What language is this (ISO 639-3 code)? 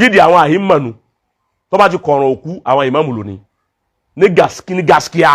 yor